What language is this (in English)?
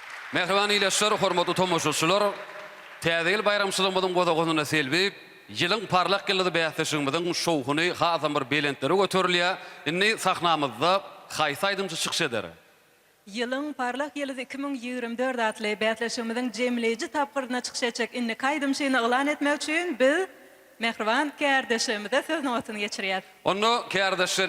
Turkmen